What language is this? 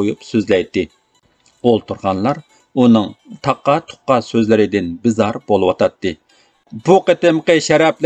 Uyghur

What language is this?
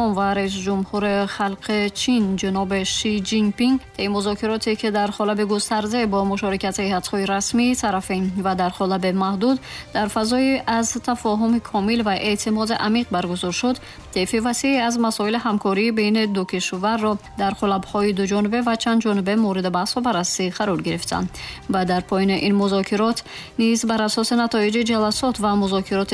Tajik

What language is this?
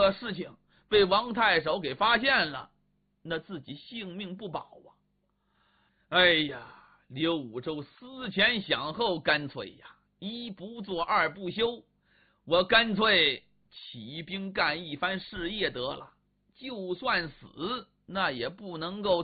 Chinese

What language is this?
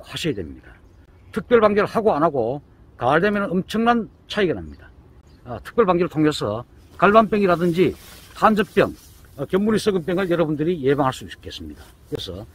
Korean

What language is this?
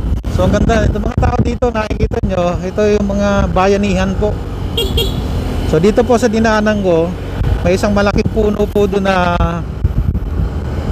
Filipino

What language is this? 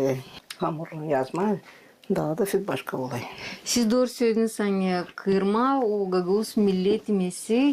Gagauz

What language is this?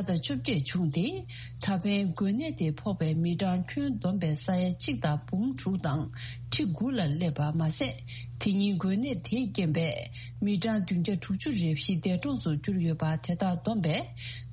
Tibetan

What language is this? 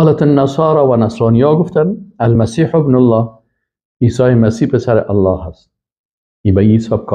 Persian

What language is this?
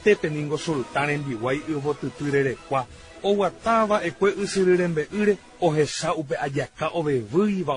Guarani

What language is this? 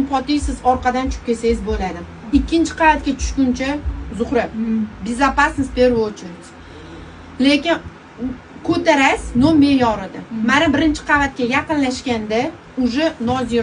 Uzbek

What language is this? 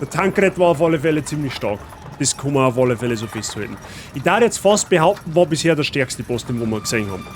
Bavarian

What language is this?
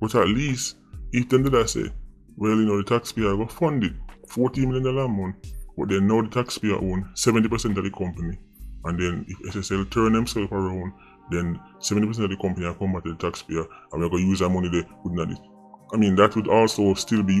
Jamaican Creole English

